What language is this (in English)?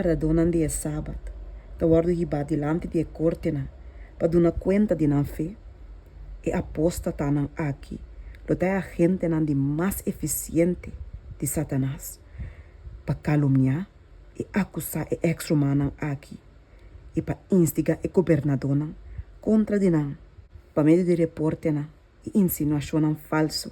Papiamento